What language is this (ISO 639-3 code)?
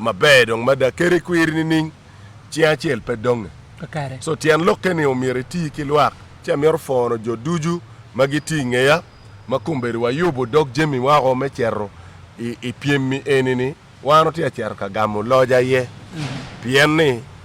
ach